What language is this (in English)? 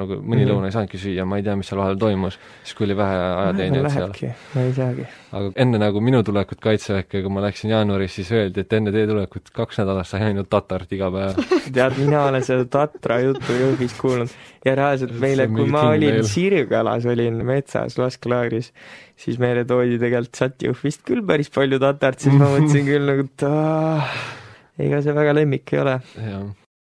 Estonian